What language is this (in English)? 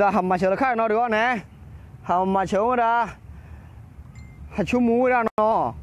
S'gaw Karen